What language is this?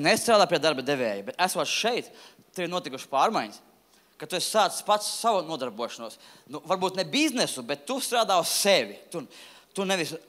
Latvian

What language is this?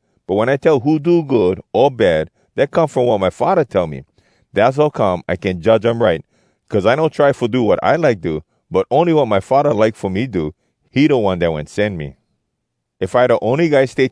Hawai'i Creole English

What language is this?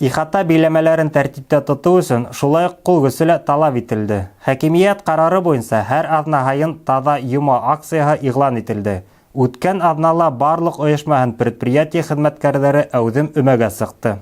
Bashkir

